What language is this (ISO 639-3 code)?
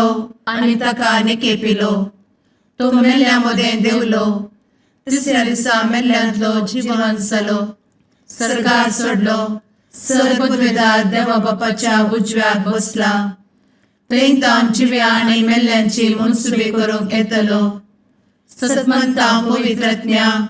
kok